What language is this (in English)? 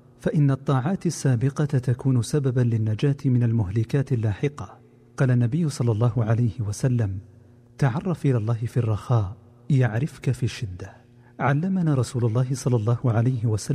Arabic